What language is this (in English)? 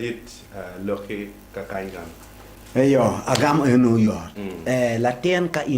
Acoli